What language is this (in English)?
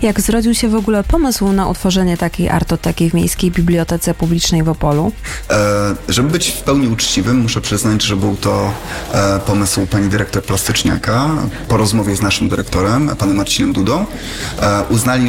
Polish